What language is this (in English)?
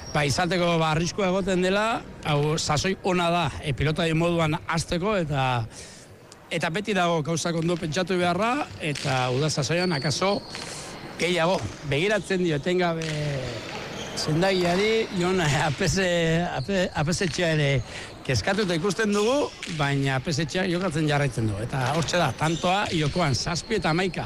Basque